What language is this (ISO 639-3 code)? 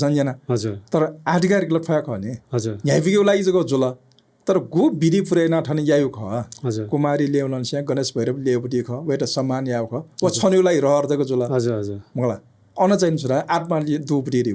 new